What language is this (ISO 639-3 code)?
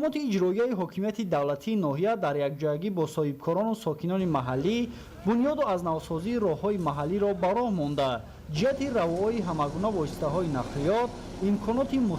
tgk